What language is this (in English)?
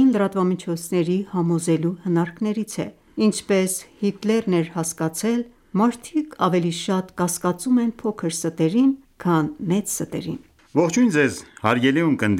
Armenian